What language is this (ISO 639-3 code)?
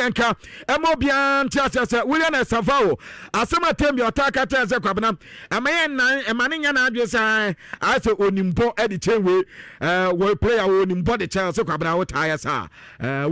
aka